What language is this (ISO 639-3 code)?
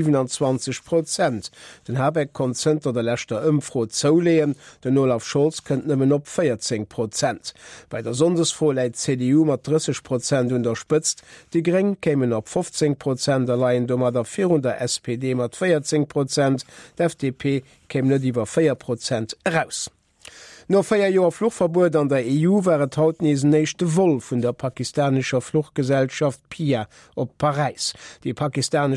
ltz